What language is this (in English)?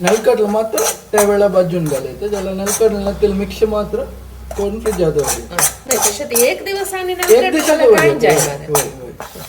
Konkani